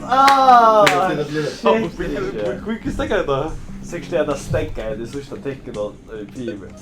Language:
Faroese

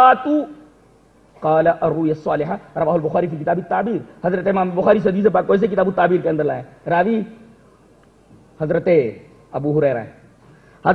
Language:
Urdu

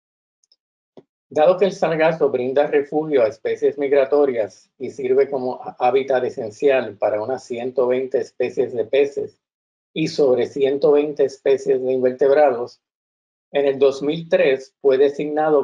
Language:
Spanish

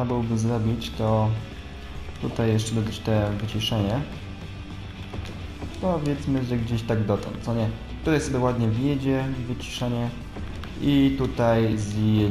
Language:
Polish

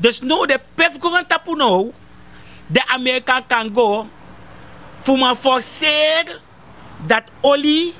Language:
Sranan Tongo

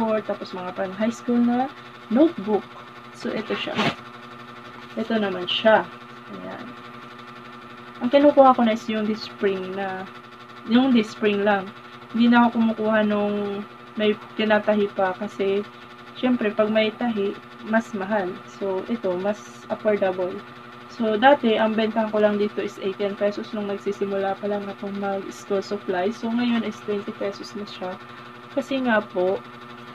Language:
Filipino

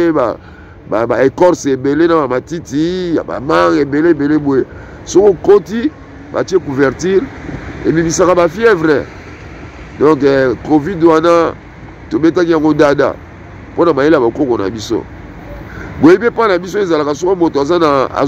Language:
Lingala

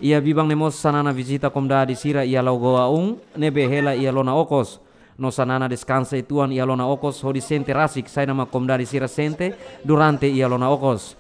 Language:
Tetum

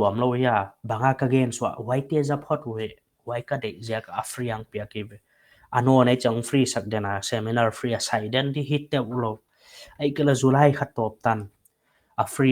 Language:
Paite Chin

